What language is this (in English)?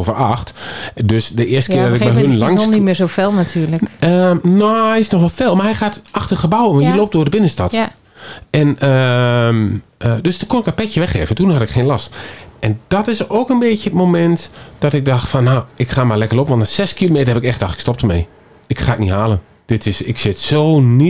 Dutch